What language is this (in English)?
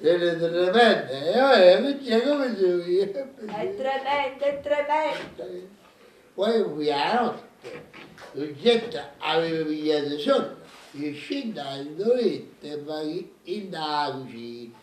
Neapolitan